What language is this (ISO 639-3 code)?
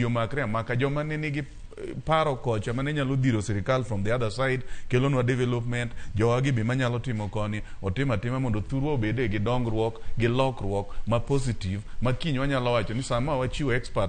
luo